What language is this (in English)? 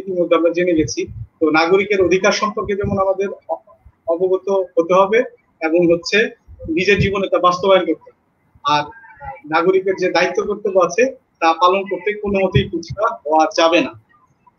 Bangla